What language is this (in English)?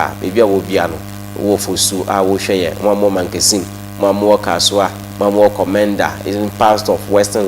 Akan